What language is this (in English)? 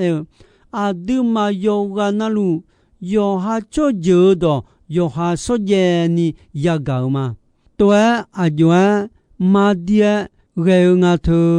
Akha